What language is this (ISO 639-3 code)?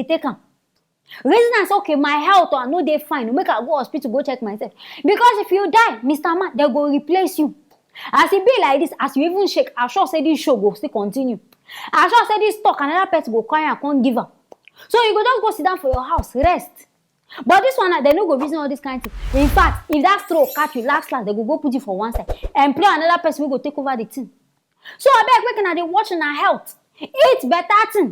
pcm